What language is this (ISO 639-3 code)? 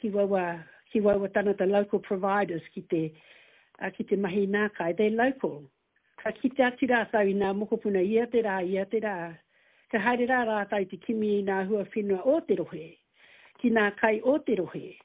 mri